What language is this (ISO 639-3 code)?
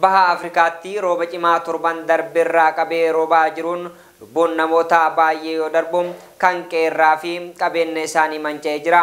orm